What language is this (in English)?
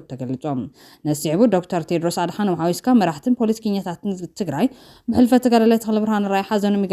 Tigrinya